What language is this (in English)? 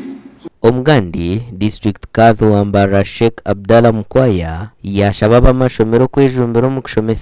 Nyankole